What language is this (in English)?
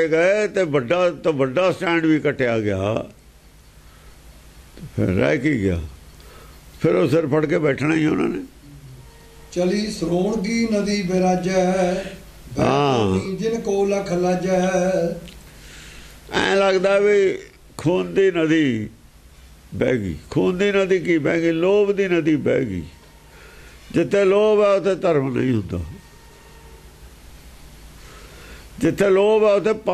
Punjabi